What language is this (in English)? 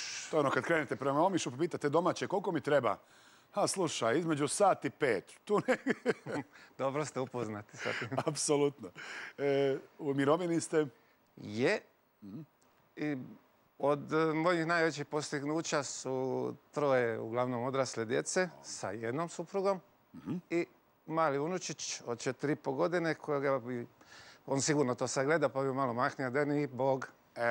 Croatian